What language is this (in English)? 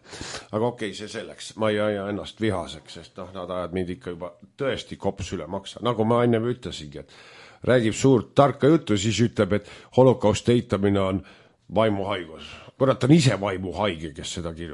Estonian